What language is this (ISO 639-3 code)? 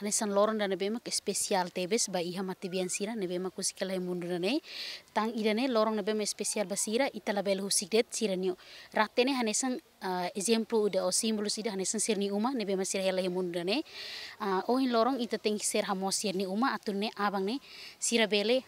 tet